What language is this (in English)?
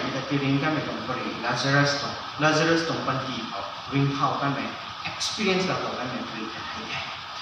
Rongmei Naga